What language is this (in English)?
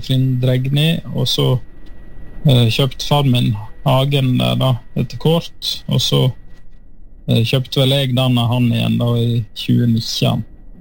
Norwegian